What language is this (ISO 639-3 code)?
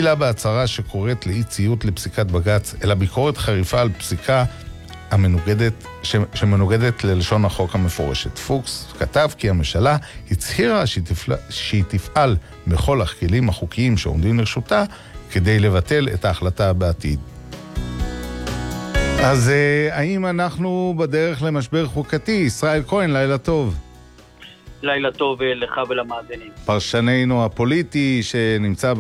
heb